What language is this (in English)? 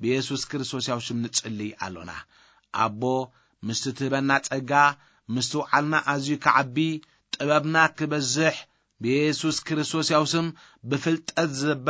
Tigrinya